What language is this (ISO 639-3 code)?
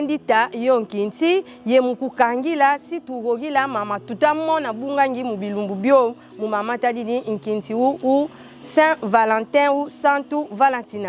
kon